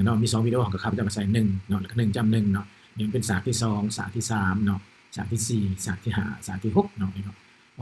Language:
Lao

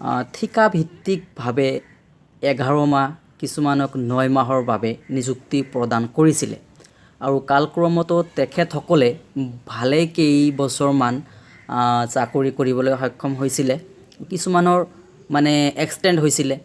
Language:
Assamese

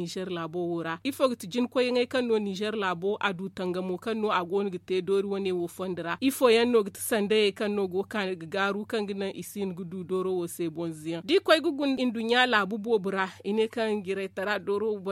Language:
Zarma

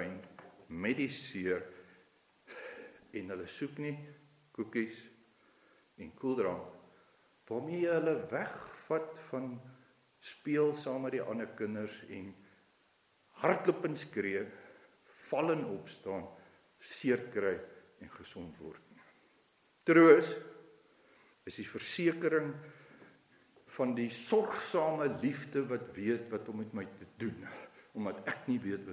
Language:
Afrikaans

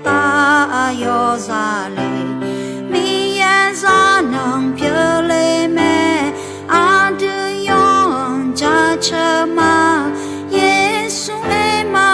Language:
Akha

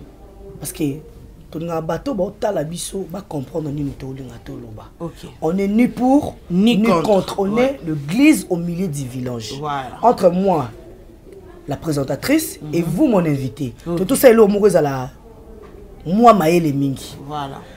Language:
Lingala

